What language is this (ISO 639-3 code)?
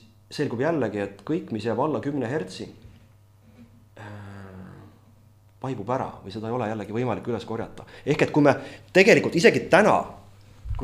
est